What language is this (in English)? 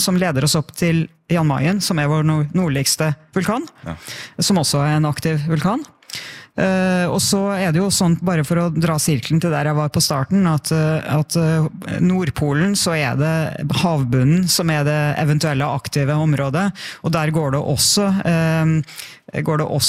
Norwegian